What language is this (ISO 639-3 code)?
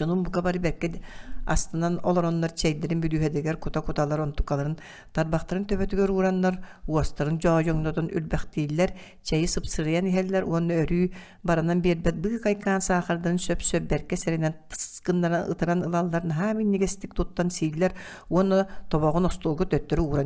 sah